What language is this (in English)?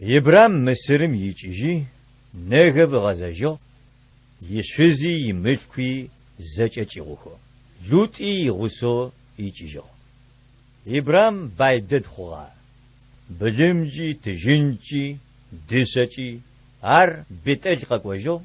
Adyghe